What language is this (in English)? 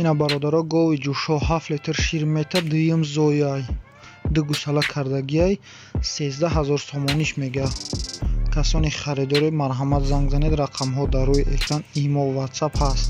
Tajik